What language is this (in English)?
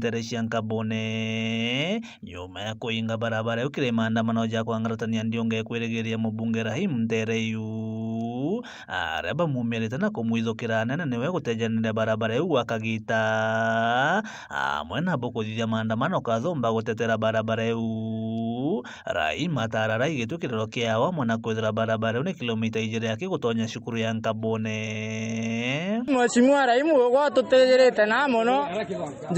Meru